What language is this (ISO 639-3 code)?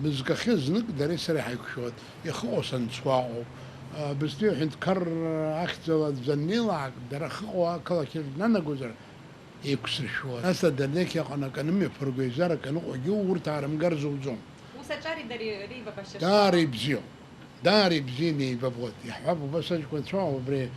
abk